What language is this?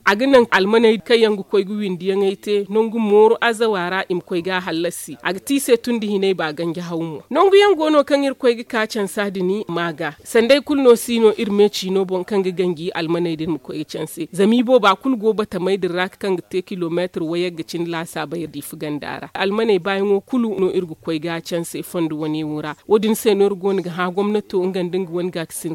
Zarma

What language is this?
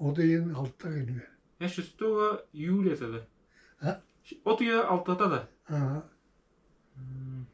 Yakut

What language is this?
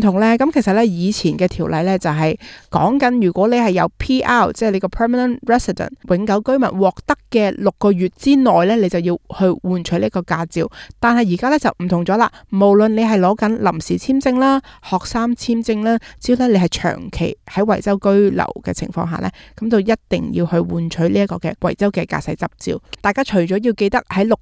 Cantonese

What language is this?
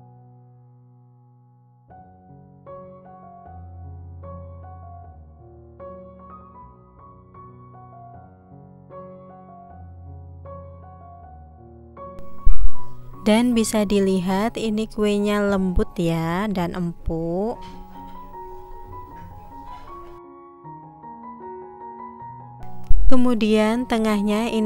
Indonesian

